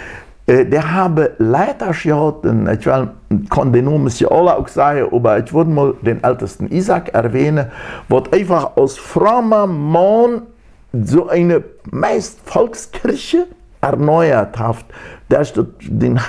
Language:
Plautdietsch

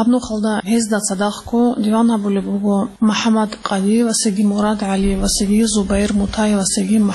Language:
Avaric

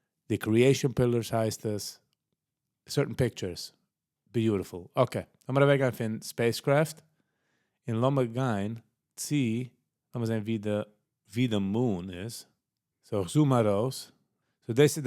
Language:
Yiddish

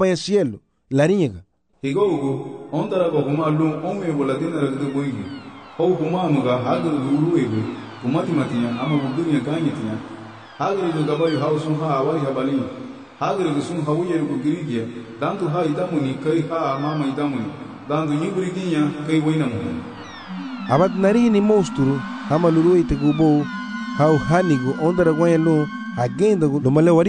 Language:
Garifuna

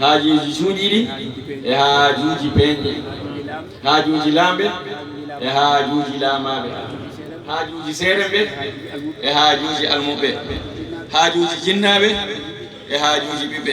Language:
Fula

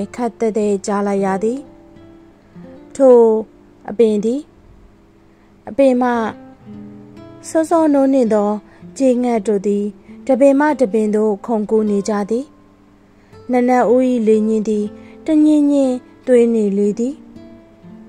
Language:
Burmese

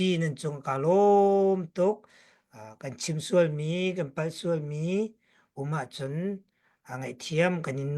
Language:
Hakha Chin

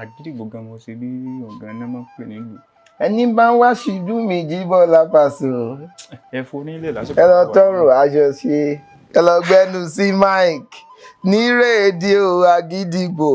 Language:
Yoruba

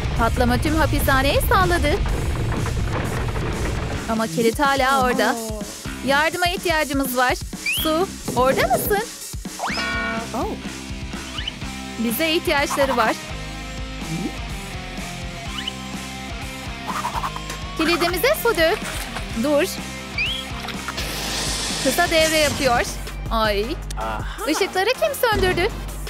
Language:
Turkish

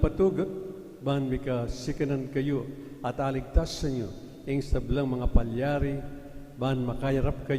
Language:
Pampanga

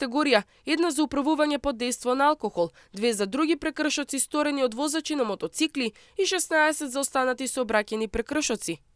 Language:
Macedonian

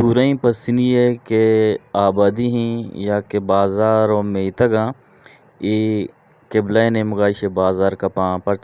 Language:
Eastern Balochi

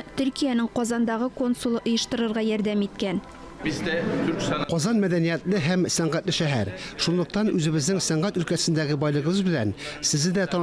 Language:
Tatar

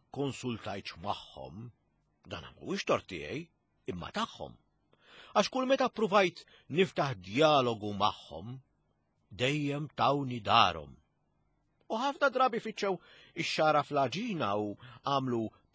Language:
Maltese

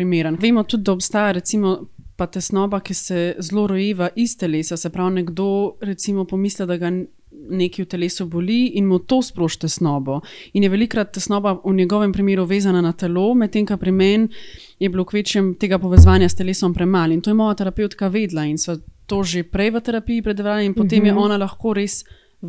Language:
Slovenian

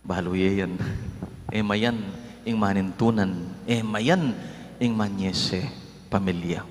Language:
Pampanga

